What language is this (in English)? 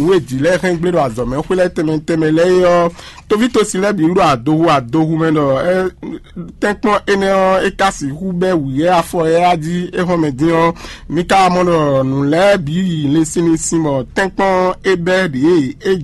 Fon